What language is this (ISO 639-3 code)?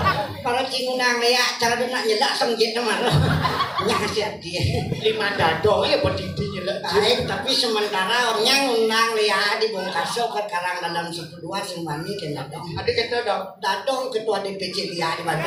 ban